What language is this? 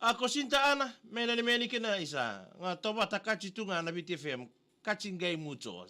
Fijian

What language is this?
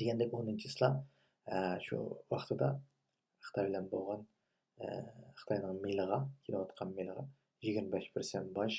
Uyghur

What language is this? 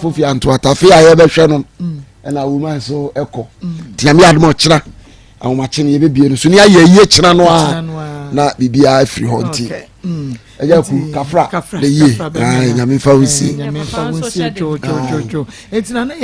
Akan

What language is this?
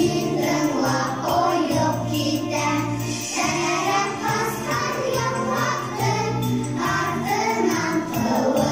Bashkir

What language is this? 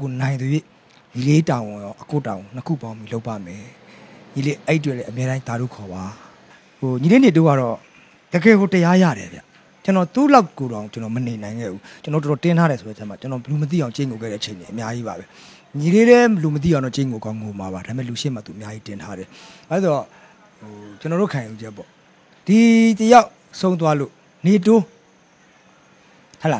Burmese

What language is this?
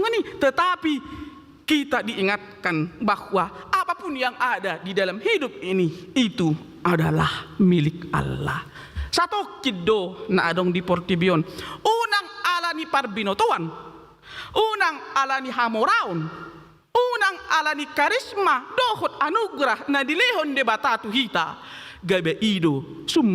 Batak Toba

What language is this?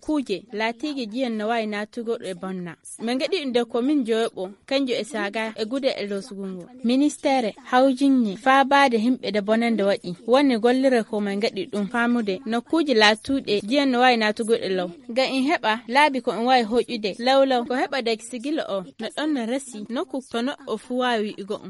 Fula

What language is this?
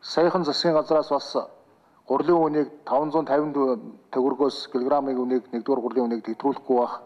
Mongolian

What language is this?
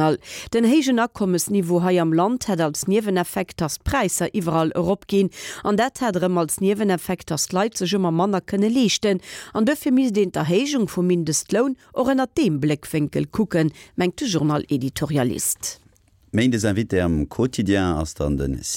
Luxembourgish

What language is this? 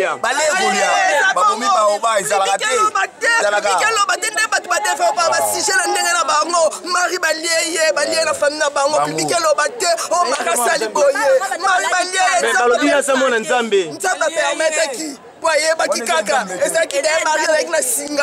Lingala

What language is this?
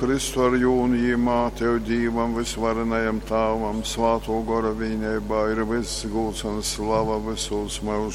Latgalian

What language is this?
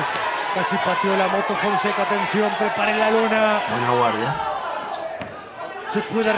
Spanish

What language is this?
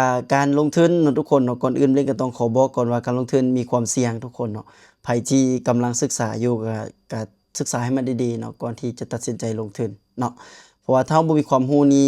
Lao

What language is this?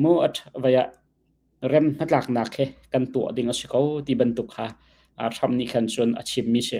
Hakha Chin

